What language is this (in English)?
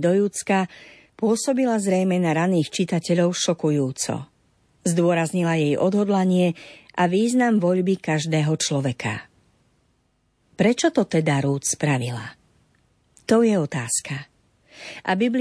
Slovak